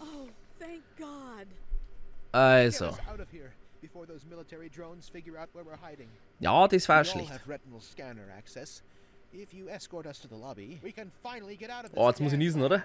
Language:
Bavarian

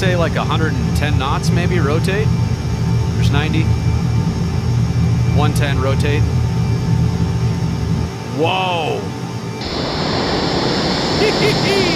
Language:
English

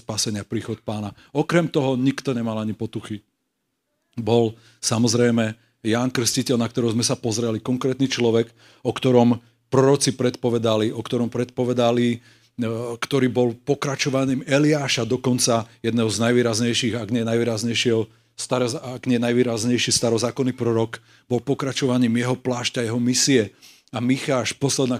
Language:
Slovak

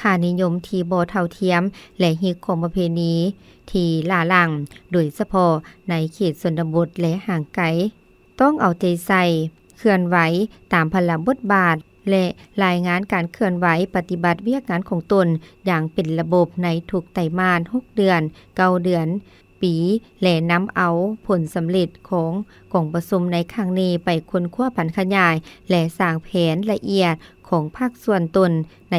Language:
Lao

